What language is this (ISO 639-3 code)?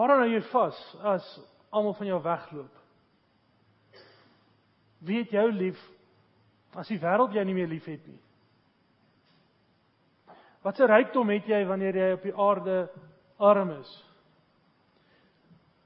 afr